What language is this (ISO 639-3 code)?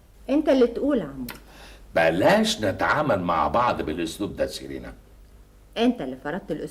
arz